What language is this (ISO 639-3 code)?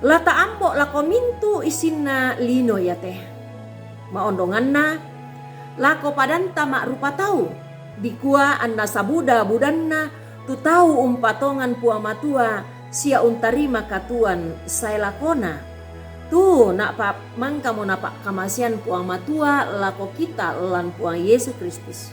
sda